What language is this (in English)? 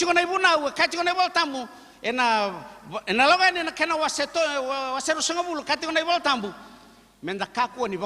Fijian